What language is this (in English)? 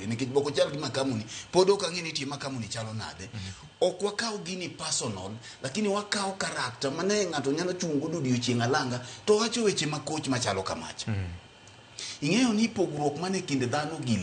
Luo (Kenya and Tanzania)